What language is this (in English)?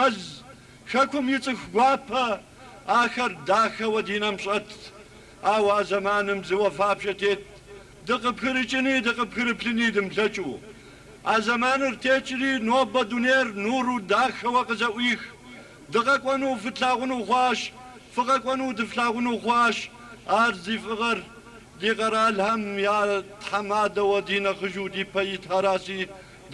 Kabardian